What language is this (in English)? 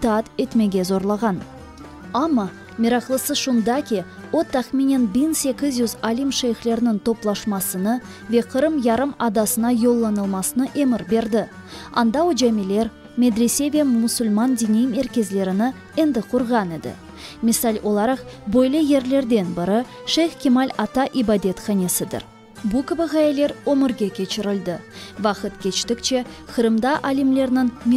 Crimean Tatar